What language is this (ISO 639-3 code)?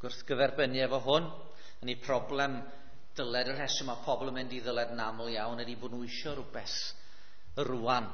cym